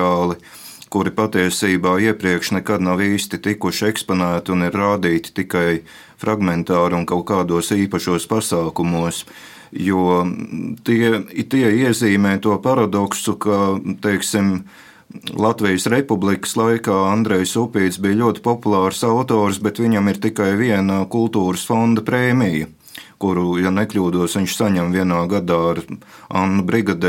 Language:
Latvian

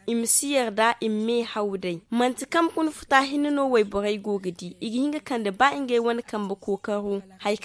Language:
Zarma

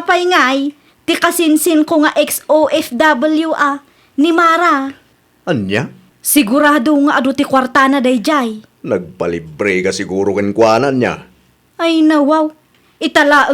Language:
Iloko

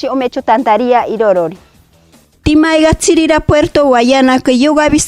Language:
Machiguenga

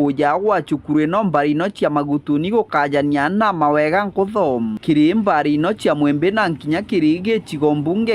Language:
Meru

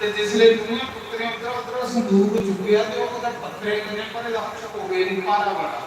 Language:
Dogri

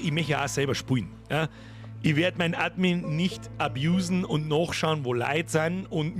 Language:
Bavarian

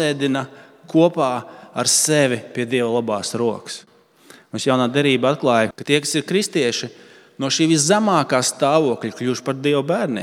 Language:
Latvian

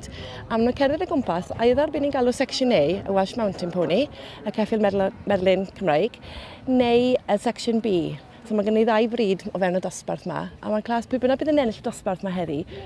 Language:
Welsh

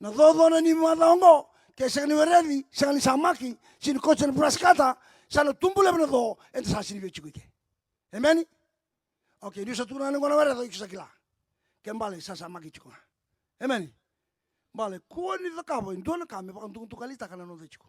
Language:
Fijian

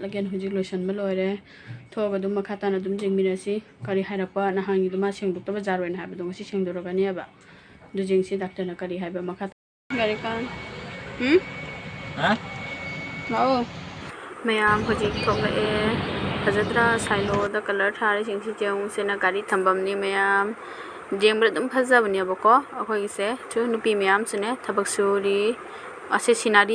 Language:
Manipuri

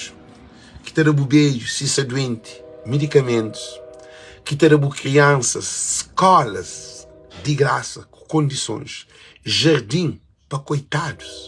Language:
Kabuverdianu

